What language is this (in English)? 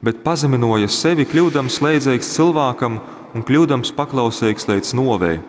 Latgalian